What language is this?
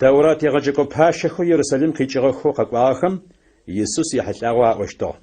Adyghe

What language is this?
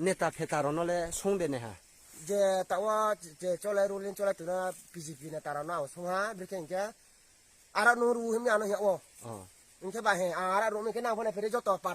Riang (India)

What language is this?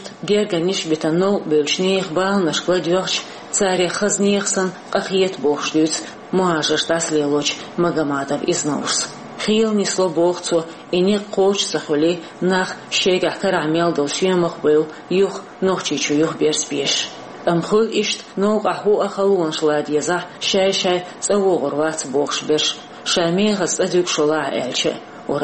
Chechen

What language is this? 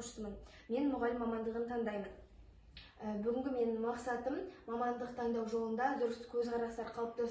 Kazakh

